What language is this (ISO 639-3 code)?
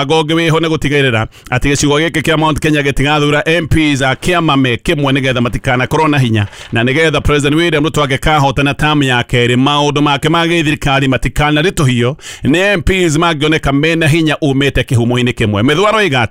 kik